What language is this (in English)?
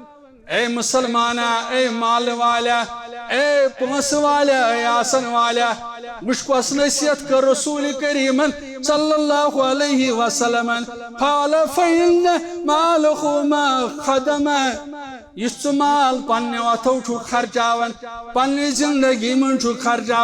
Kashmiri